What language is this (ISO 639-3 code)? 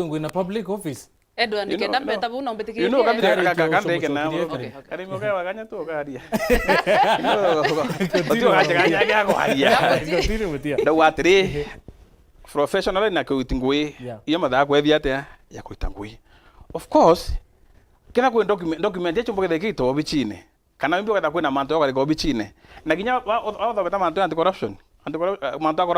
mer